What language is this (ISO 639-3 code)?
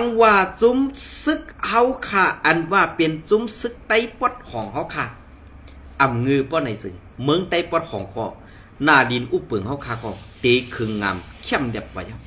shn